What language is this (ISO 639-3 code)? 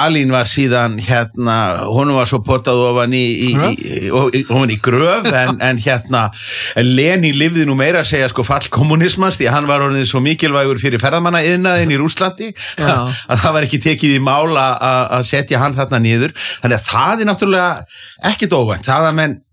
isl